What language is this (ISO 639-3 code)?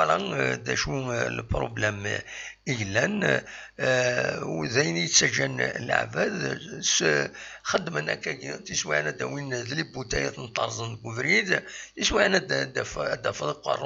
kab